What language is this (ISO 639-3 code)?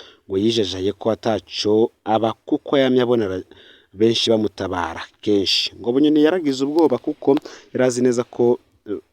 run